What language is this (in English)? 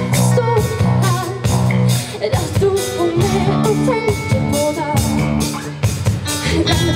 Norwegian